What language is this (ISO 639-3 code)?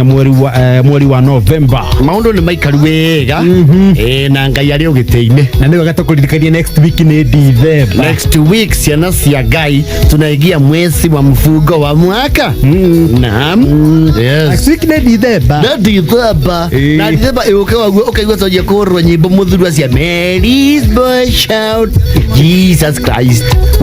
kik